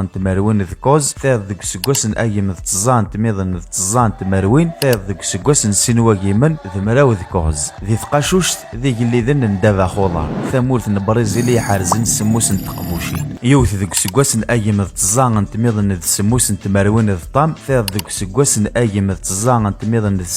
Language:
Kabyle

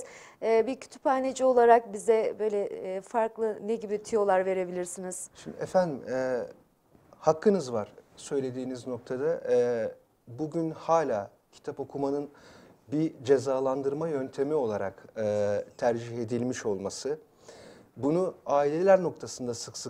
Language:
Turkish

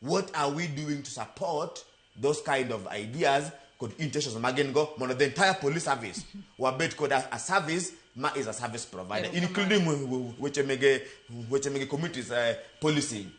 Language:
Luo (Kenya and Tanzania)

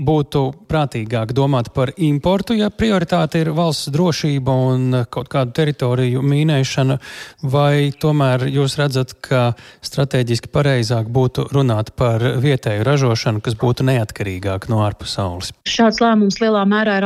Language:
Latvian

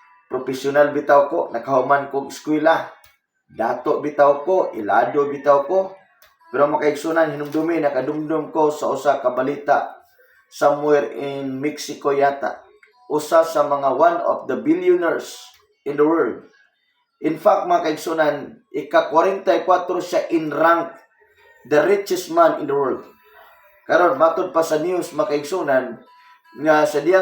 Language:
Cebuano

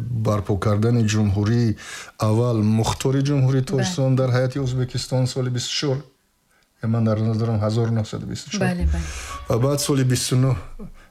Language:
Tajik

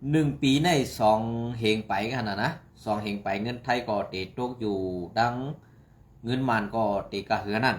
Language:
Shan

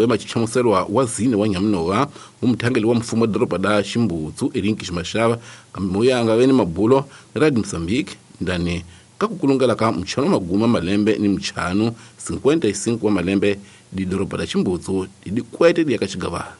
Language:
Tsonga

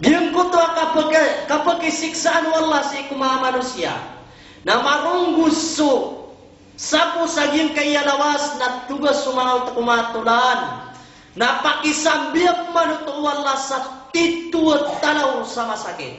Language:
Maranao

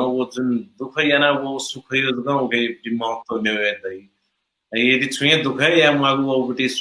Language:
Newari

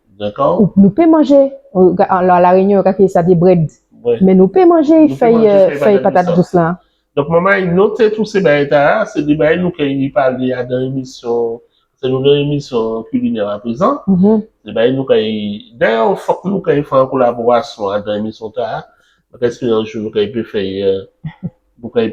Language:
Guadeloupean Creole French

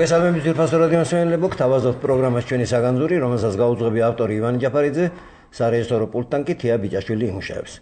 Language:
Georgian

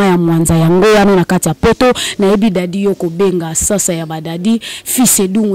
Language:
Lingala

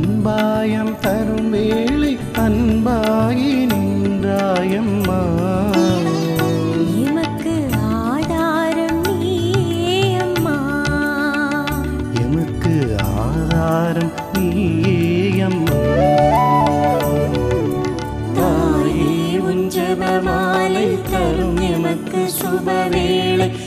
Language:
Tamil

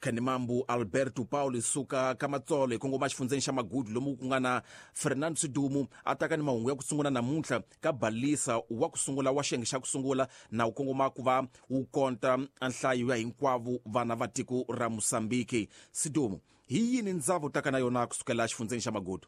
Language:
Tsonga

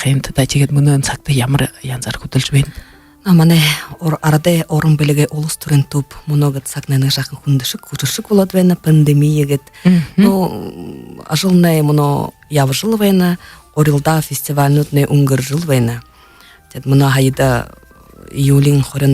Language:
Buriat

